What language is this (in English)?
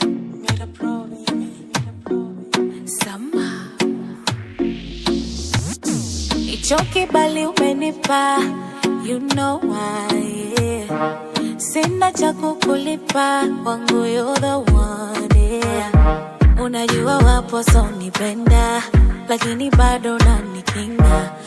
Swahili